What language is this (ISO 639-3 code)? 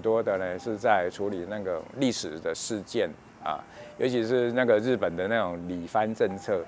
hak